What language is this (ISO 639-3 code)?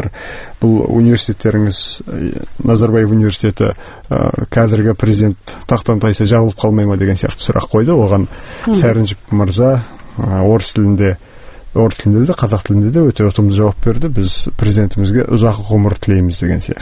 kaz